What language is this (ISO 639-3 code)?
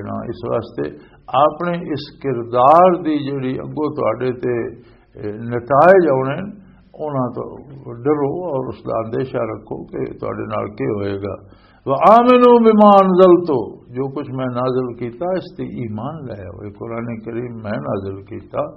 lah